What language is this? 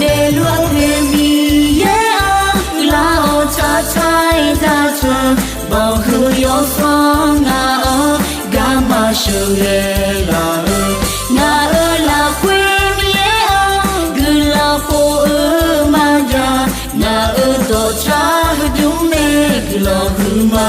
Akha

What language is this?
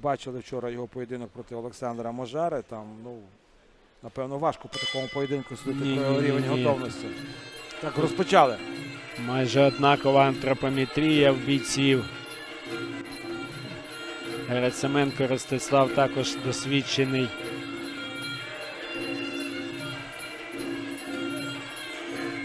Ukrainian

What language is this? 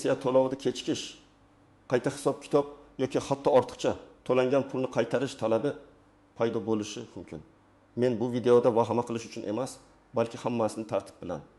Uzbek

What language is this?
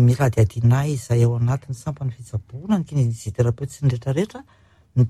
Malagasy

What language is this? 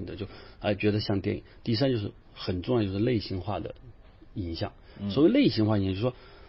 Chinese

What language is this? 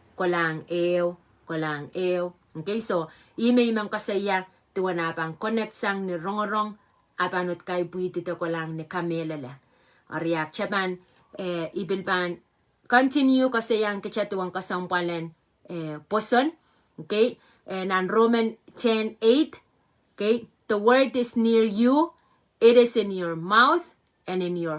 Pohnpeian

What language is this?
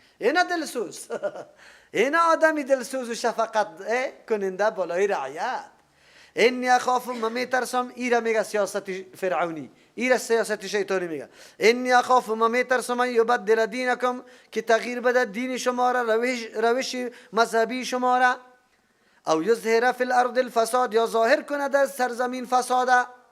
Persian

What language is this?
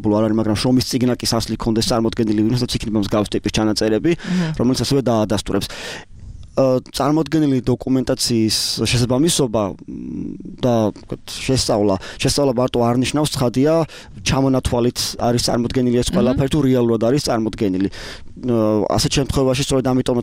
Georgian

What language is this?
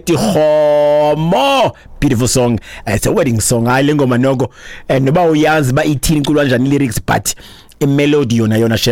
Xhosa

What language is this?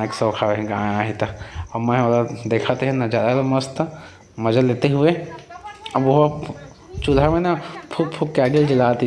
Chhattisgarhi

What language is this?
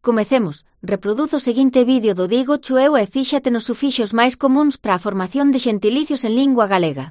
Galician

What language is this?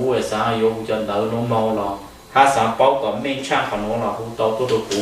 Hmong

